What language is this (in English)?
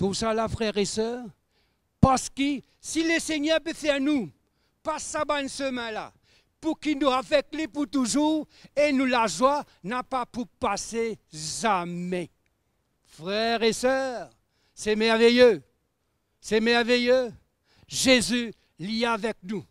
Morisyen